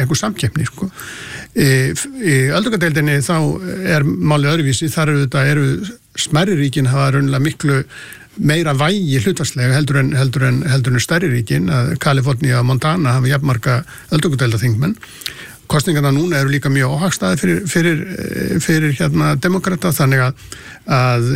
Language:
Icelandic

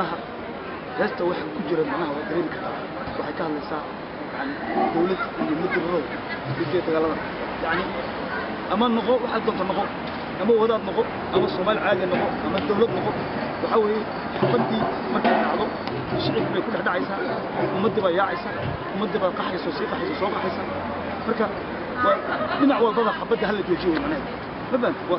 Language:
Somali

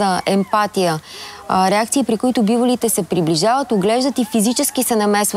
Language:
Bulgarian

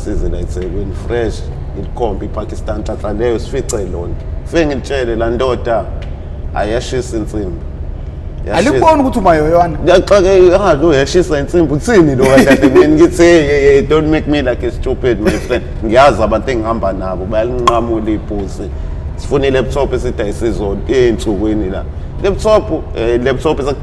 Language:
Zulu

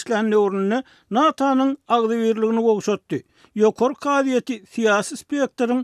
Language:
Turkmen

